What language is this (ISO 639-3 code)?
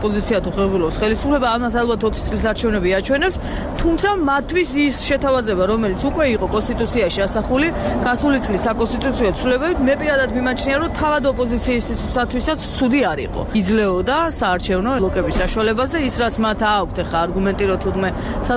kat